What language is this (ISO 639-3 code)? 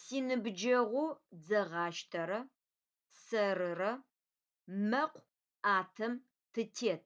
ady